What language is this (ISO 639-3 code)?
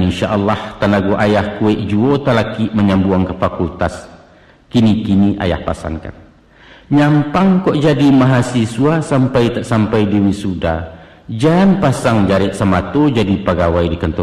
min